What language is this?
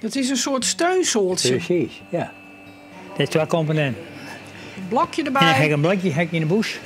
Western Frisian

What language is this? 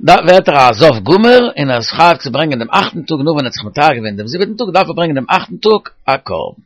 Yiddish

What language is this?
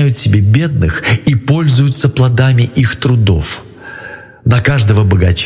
Russian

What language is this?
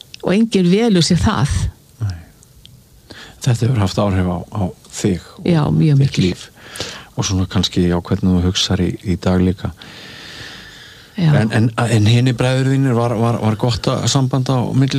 Icelandic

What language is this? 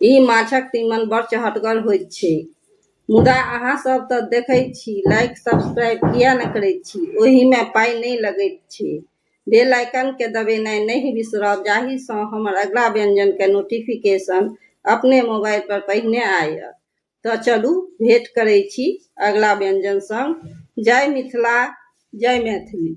Maithili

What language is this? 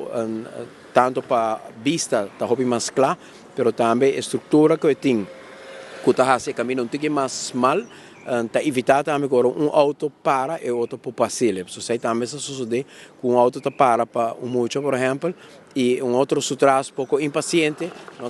Papiamento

